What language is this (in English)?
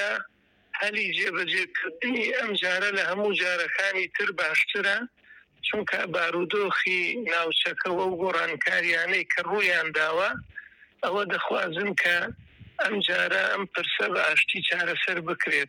Central Kurdish